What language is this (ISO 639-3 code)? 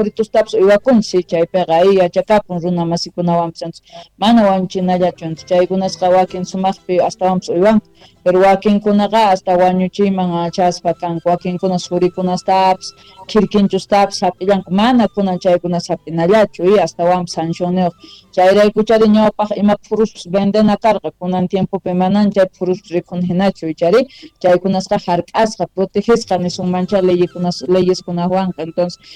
quh